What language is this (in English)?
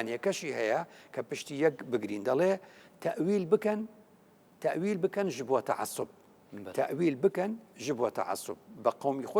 Central Kurdish